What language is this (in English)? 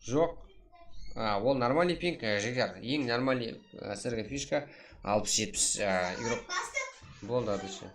Kara-Kalpak